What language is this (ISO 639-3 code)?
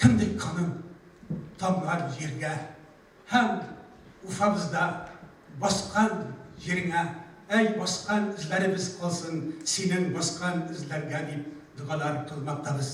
bak